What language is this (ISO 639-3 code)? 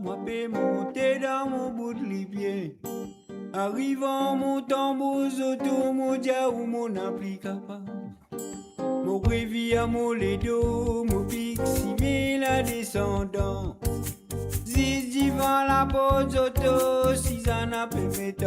mfe